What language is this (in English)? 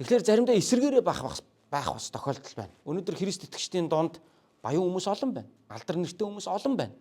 Mongolian